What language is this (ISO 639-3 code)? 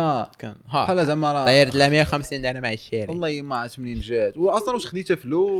ary